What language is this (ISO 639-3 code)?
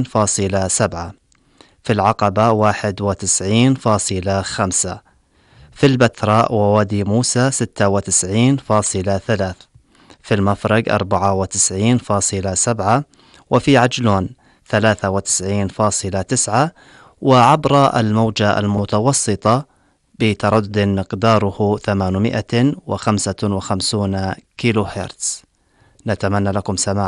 ara